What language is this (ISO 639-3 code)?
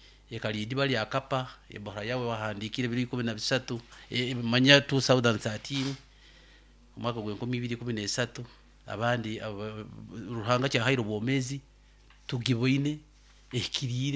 nyo